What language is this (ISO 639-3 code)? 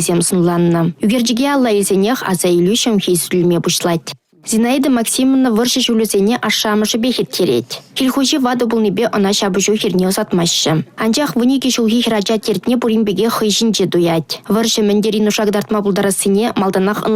chv